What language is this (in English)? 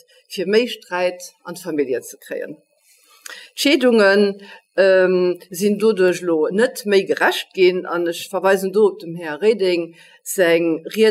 Luxembourgish